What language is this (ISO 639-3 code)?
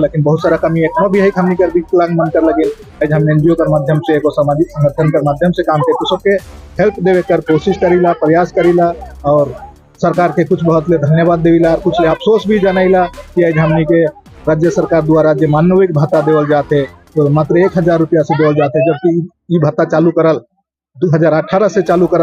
sck